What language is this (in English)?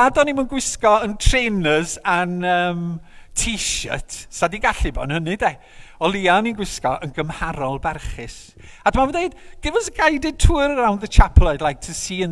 Welsh